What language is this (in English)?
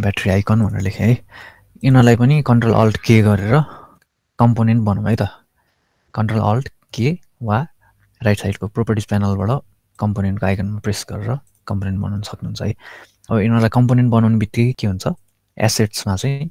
Nepali